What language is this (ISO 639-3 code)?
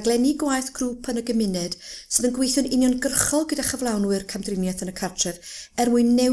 cym